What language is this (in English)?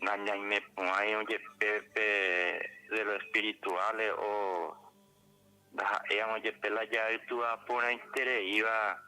Guarani